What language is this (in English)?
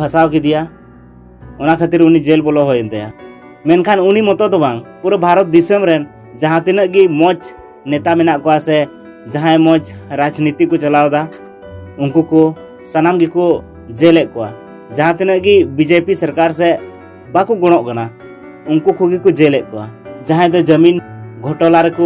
Santali